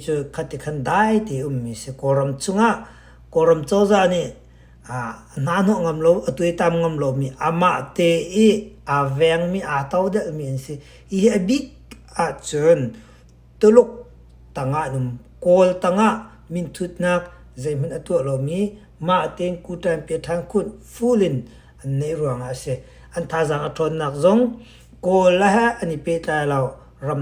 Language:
Hakha Chin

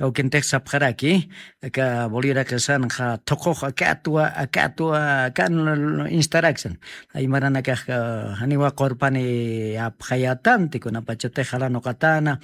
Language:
Aymara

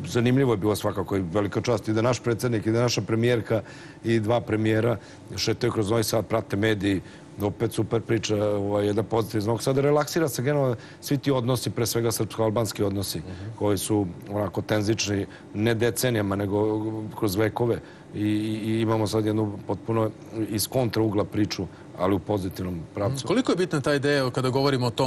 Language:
Serbian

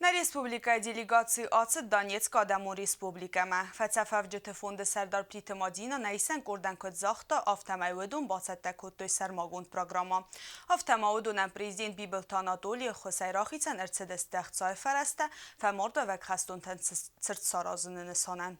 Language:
Ossetic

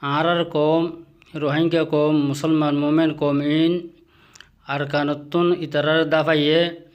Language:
Rohingya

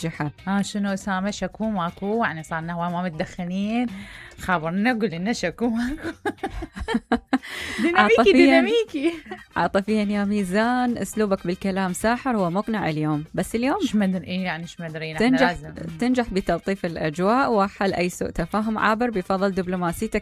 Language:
Mesopotamian Arabic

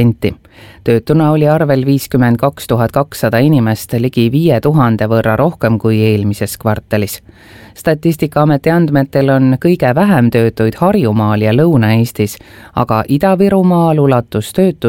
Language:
Estonian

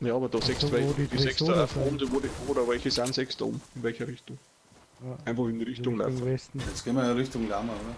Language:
Bavarian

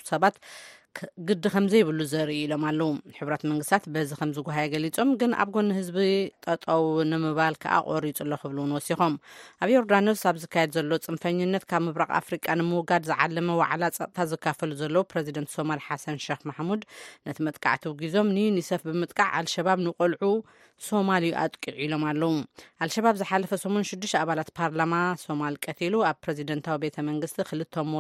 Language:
Tigrinya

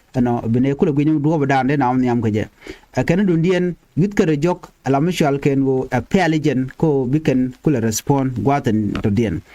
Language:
Nuer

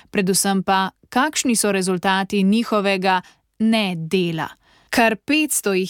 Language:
Slovenian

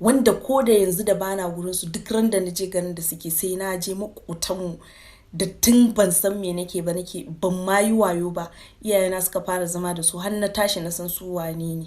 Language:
Hausa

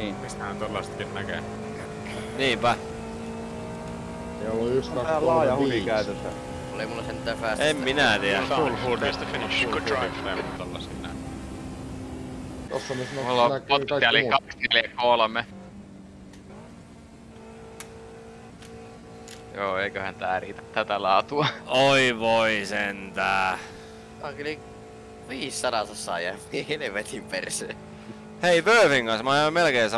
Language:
Finnish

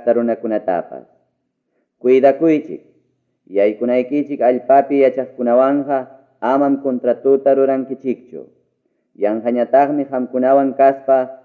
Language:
Ayacucho Quechua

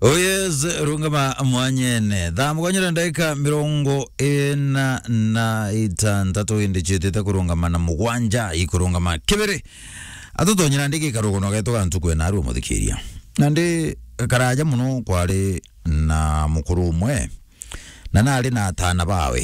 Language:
Meru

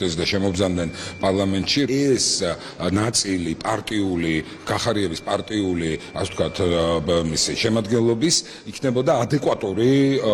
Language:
Georgian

